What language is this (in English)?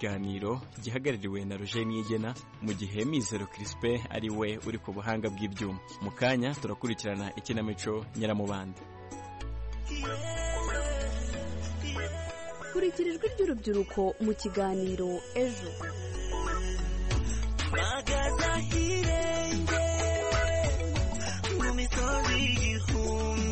Kinyarwanda